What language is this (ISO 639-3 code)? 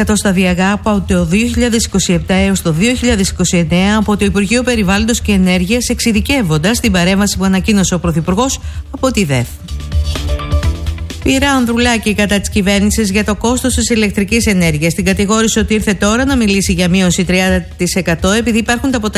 ell